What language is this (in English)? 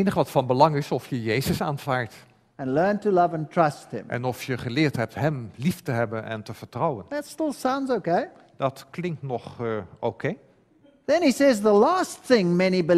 Dutch